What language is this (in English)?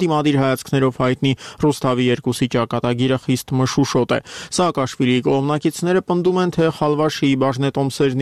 Armenian